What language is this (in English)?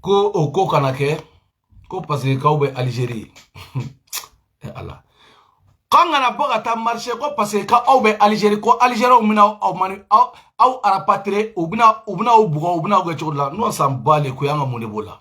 Bambara